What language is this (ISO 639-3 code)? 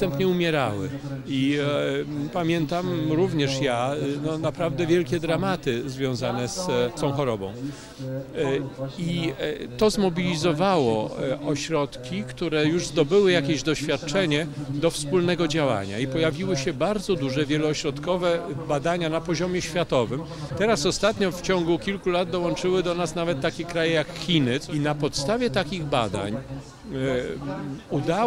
pol